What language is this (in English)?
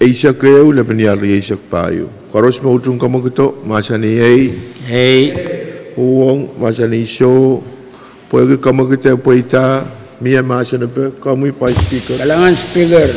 Pohnpeian